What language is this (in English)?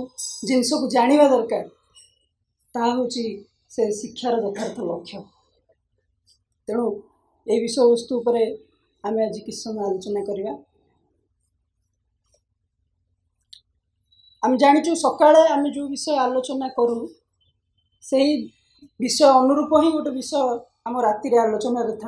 Odia